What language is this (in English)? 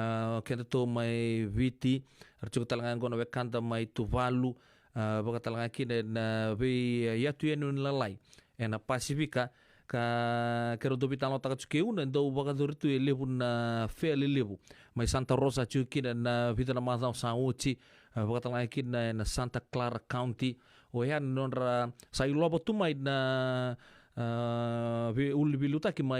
Fijian